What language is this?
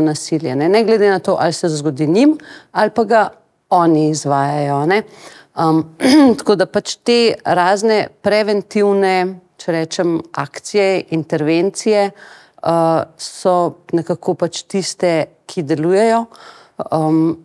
Slovenian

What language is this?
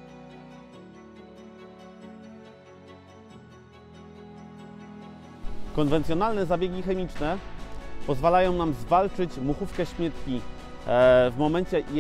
Polish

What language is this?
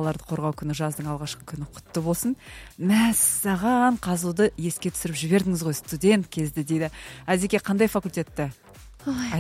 Kazakh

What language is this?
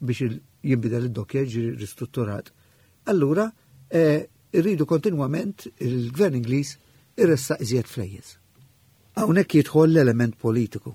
Maltese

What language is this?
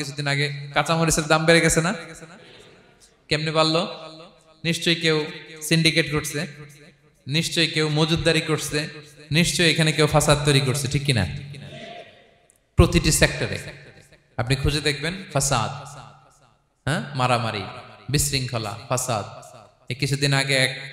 Bangla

